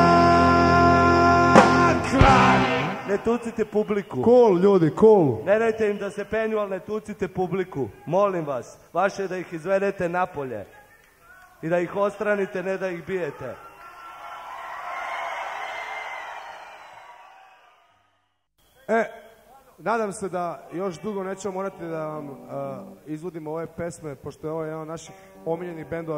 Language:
Serbian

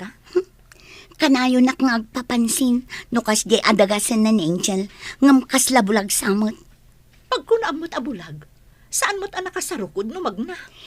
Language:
Iloko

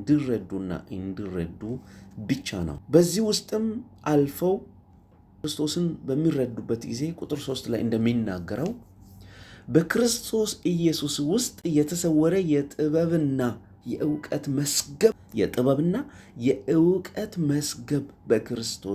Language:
Amharic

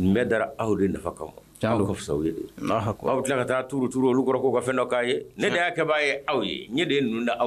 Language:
Bambara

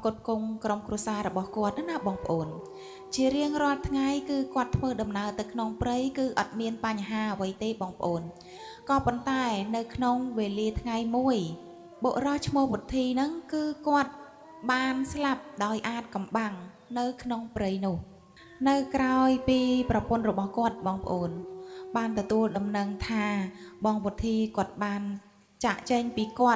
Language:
Khmer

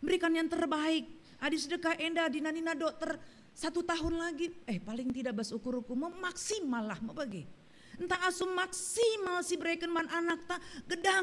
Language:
Batak Karo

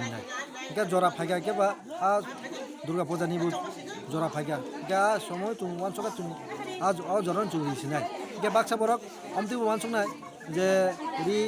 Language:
Kok Borok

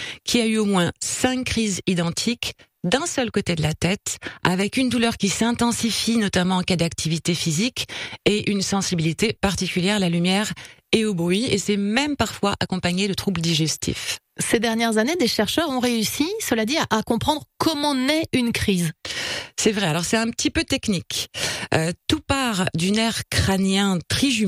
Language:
French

